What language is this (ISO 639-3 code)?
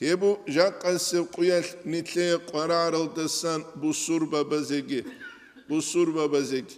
ava